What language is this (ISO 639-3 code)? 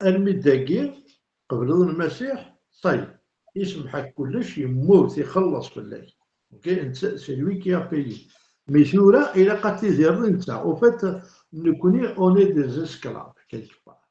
kab